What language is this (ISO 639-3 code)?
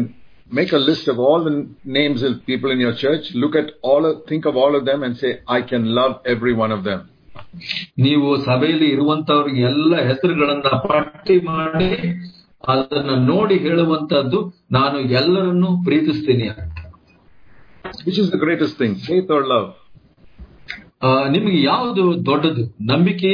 kan